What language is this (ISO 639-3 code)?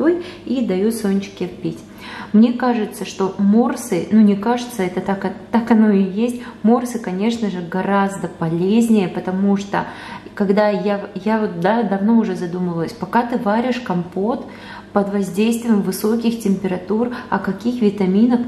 rus